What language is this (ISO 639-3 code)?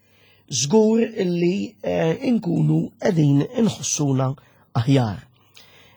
mlt